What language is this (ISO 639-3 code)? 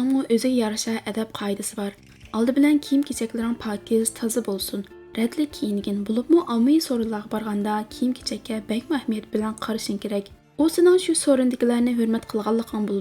uig